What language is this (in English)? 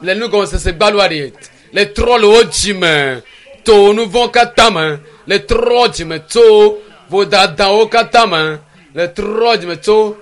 Ewe